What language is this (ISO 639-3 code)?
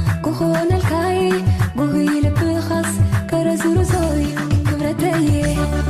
tir